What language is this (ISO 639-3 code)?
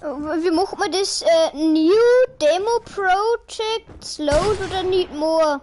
bar